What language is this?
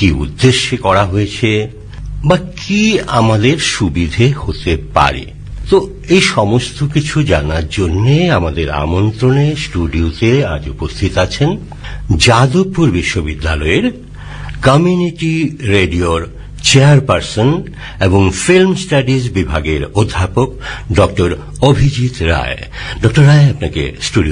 Bangla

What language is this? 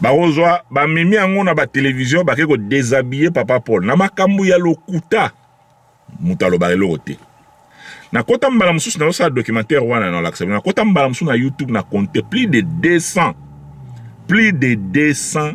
Lingala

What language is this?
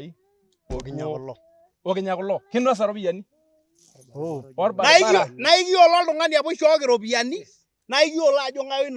Masai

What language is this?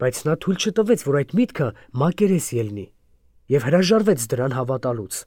Armenian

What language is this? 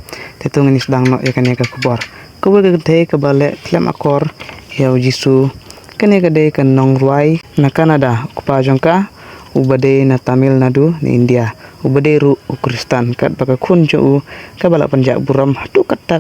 Khasi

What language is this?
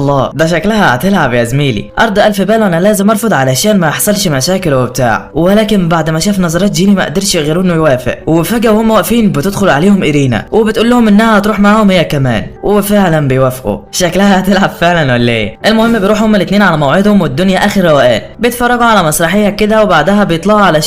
Egyptian Arabic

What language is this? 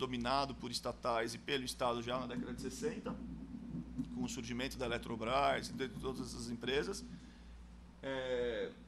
Portuguese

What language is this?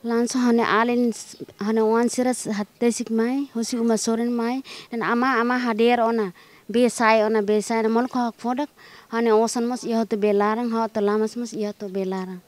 Tetum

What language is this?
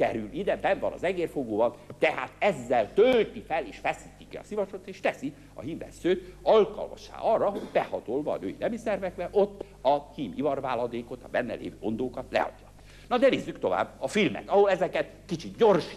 Hungarian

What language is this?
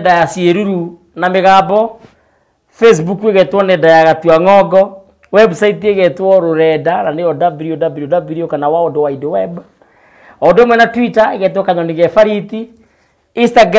Kikuyu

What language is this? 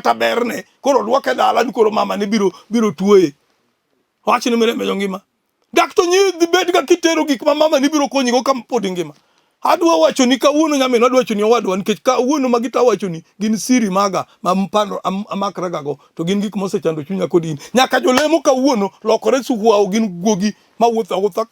Luo (Kenya and Tanzania)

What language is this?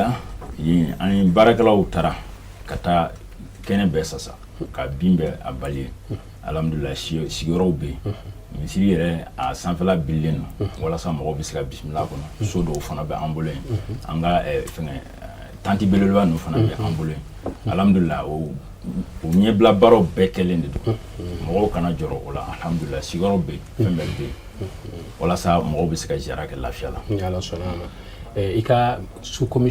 Bambara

